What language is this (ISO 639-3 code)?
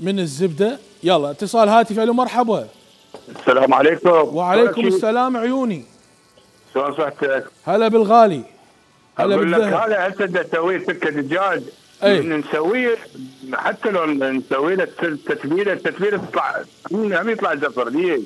acm